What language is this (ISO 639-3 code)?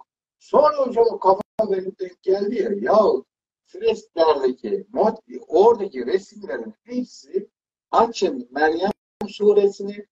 tur